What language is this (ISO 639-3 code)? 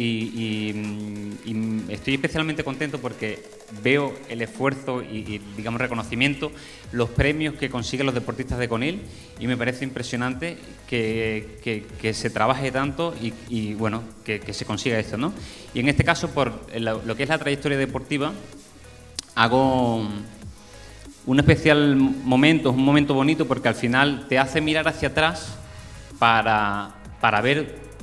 spa